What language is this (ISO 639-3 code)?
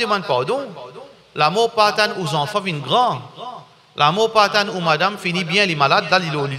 mfe